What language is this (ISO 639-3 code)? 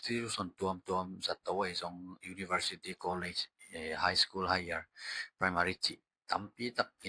ctd